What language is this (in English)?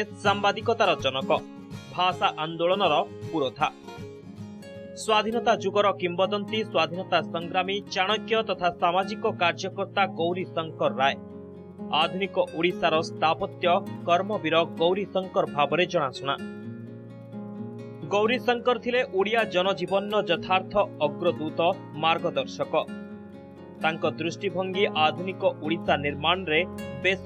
Odia